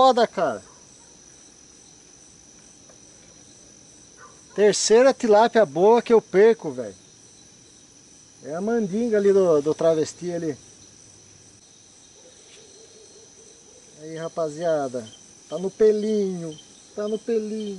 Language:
Portuguese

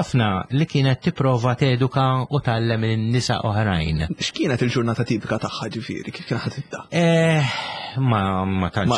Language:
Maltese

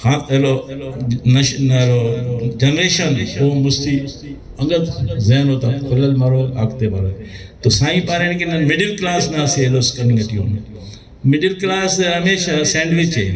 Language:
Brahui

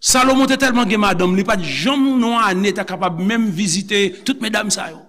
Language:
Haitian Creole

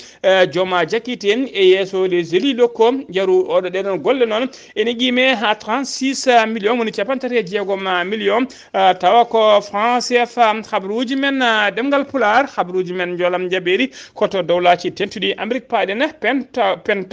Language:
Fula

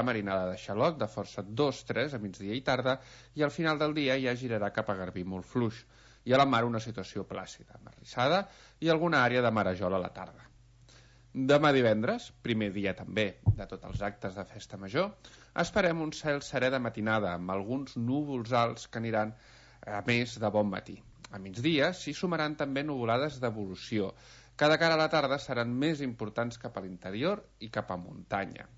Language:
Catalan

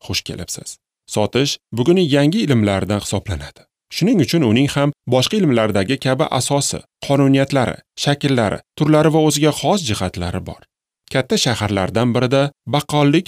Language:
Uzbek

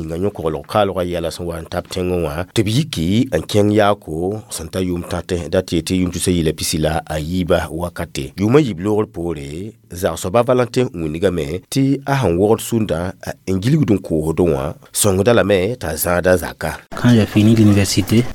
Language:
Mossi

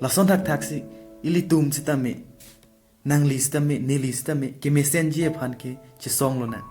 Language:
Karbi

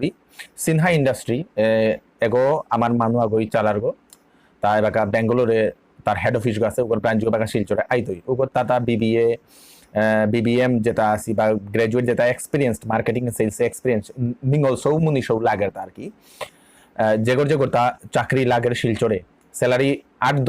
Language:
Bishnupriya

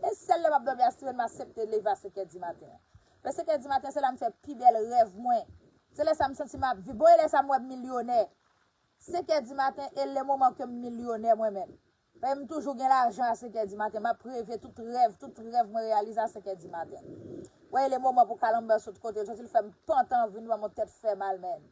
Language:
Haitian Creole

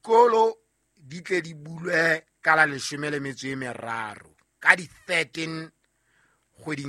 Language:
Southern Sotho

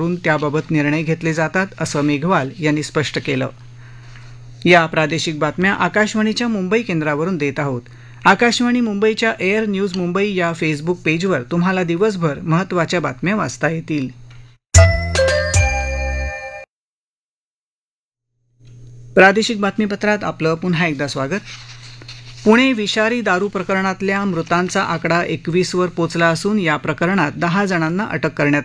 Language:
Marathi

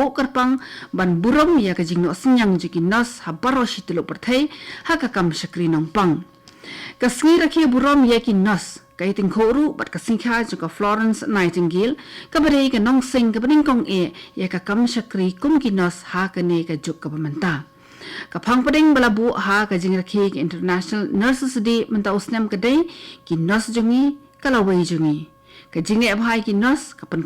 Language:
Khasi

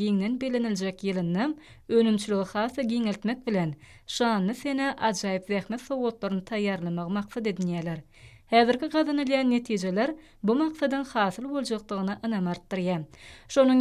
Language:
Turkmen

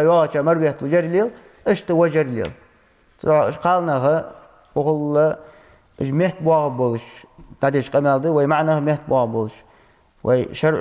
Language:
Ingush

